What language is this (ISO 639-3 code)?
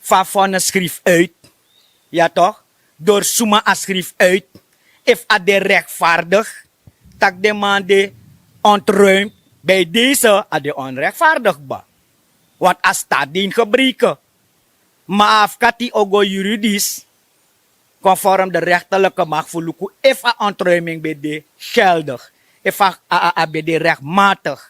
srn